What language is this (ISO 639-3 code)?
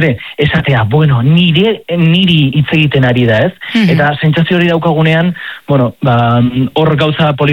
eus